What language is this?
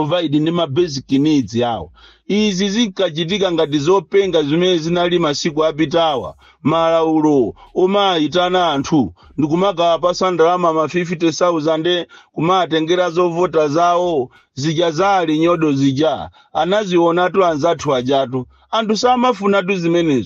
Nyanja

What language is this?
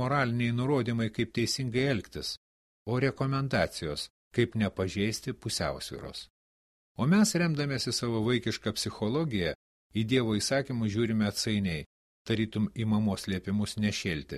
Lithuanian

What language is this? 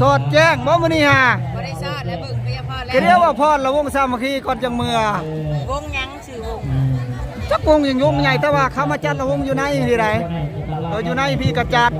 Northeastern Thai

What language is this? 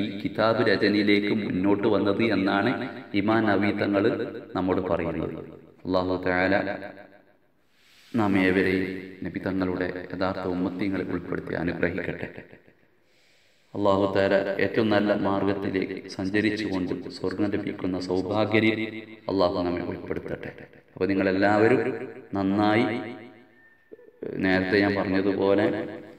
Malayalam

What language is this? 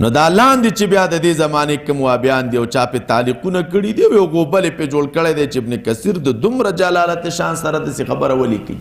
Pashto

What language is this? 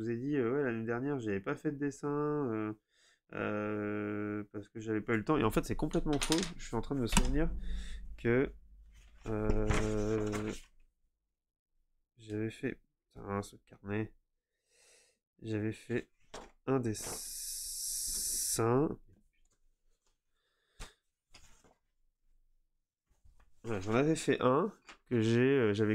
French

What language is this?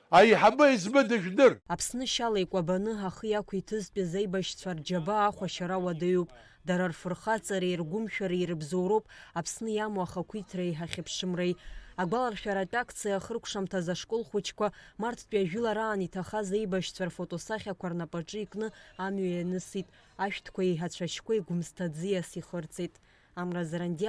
Abkhazian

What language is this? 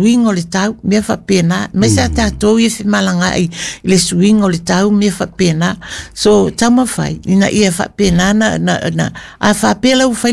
Samoan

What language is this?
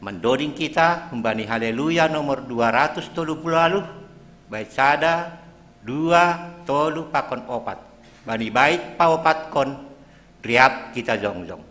Batak Simalungun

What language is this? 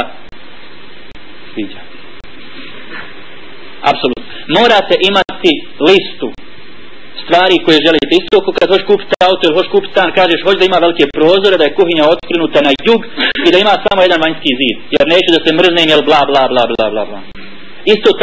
Bosnian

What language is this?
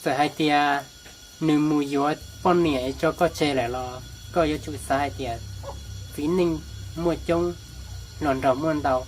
Hmong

